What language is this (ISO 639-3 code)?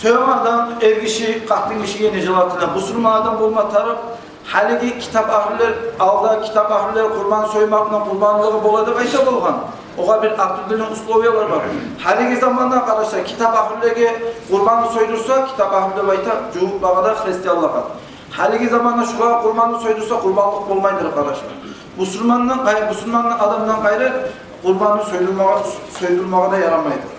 kum